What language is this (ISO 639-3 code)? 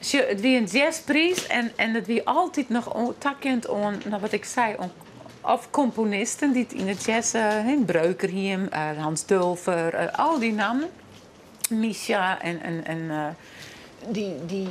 fry